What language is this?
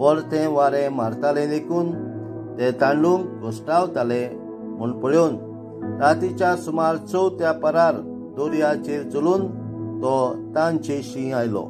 Konkani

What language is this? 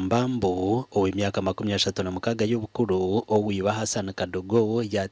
Nyankole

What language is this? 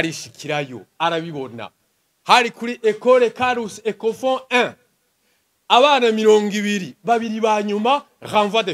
Rundi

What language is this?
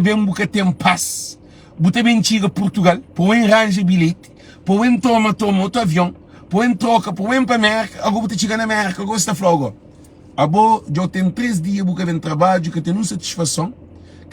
Kabuverdianu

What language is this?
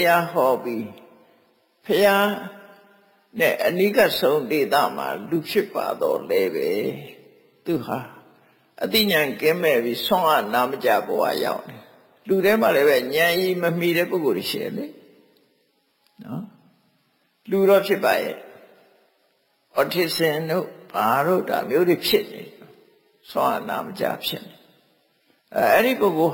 Burmese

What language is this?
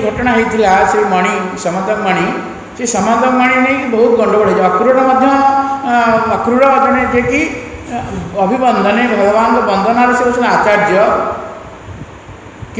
Odia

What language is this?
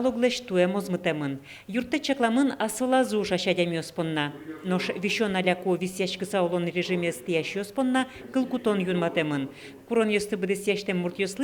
Udmurt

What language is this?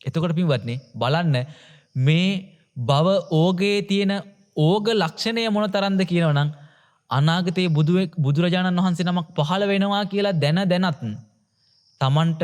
Sinhala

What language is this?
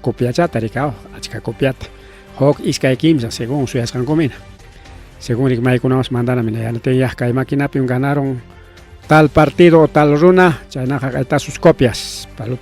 Ayacucho Quechua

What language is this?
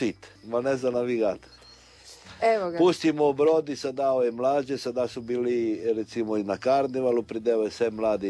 Croatian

